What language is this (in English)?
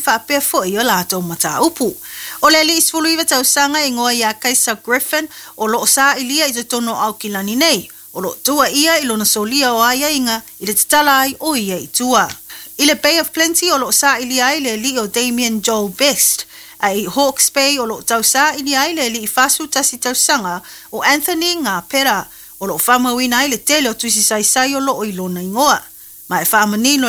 Samoan